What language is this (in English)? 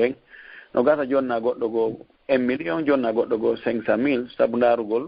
Fula